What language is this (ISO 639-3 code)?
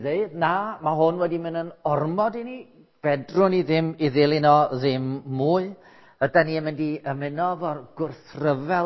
cym